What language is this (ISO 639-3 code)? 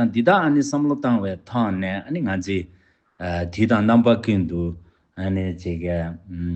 bod